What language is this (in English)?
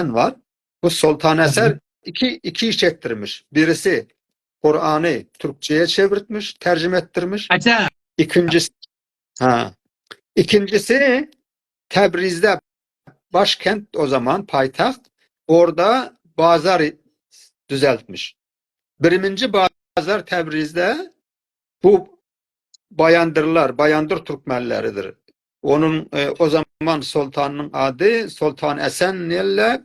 South Azerbaijani